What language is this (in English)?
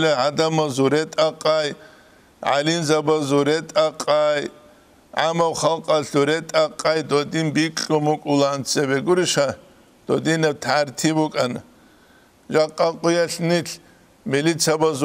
Avaric